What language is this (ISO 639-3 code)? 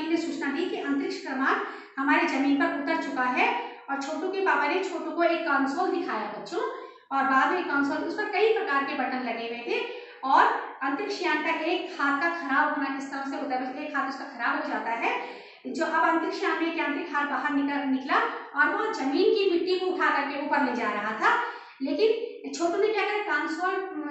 hin